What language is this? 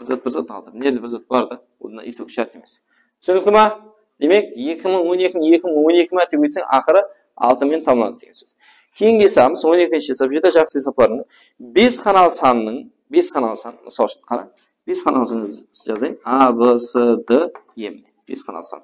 Kara-Kalpak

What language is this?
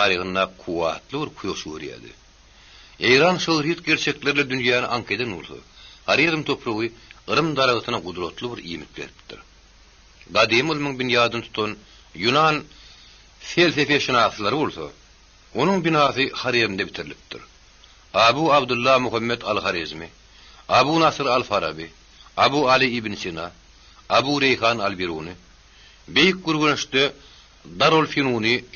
Turkmen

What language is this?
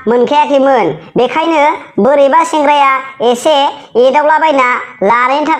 Bodo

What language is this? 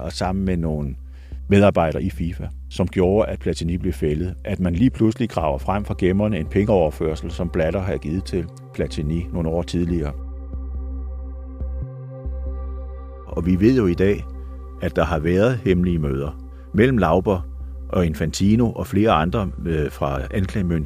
Danish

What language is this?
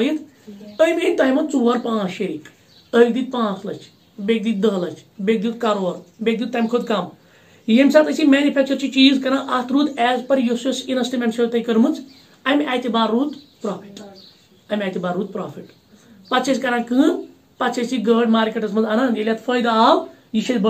Kashmiri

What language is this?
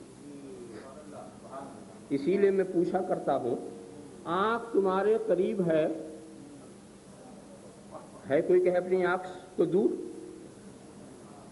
Urdu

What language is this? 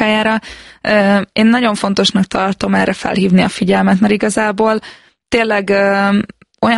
Hungarian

